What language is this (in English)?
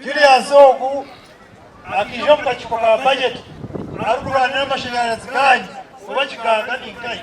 Nyankole